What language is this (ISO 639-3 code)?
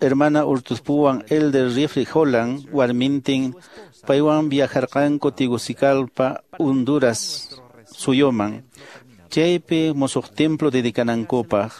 que